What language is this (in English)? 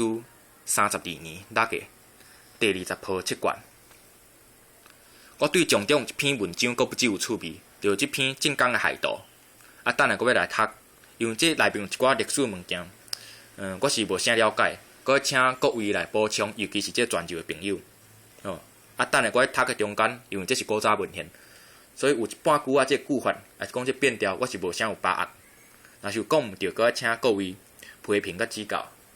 Min Nan Chinese